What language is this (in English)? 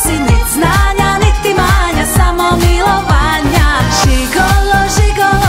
Croatian